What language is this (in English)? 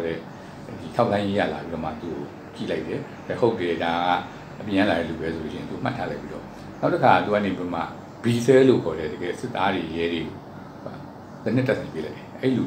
Burmese